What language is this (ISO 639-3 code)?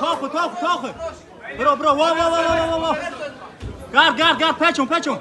tgk